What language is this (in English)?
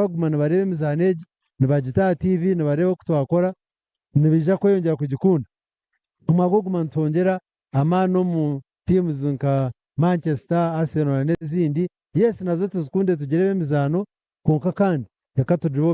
Nyankole